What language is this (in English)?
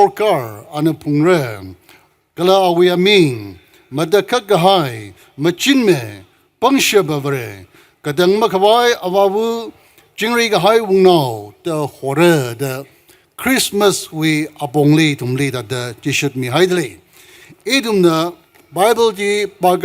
Tangkhul Naga (India)